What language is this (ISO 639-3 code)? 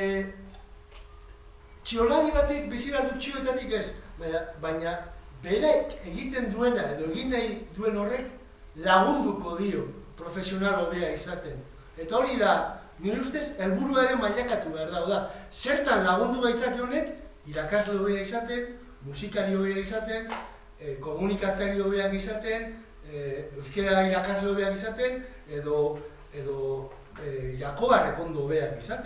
eus